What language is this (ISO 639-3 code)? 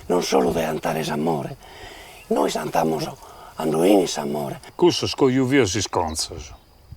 srd